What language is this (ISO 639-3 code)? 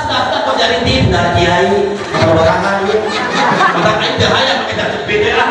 sun